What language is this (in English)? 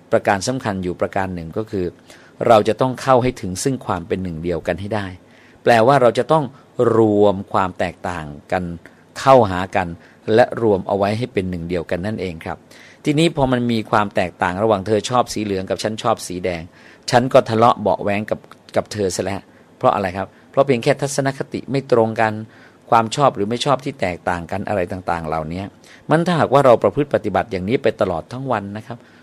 Thai